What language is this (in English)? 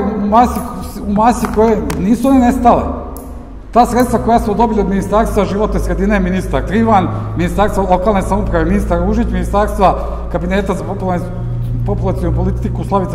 Serbian